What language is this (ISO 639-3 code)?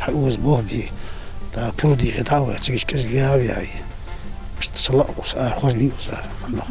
inh